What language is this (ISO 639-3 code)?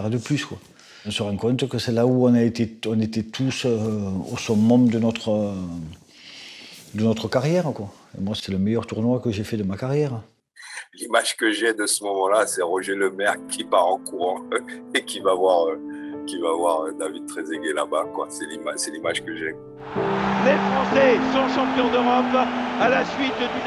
fra